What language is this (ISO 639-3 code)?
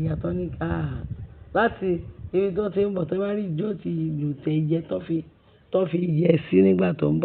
yor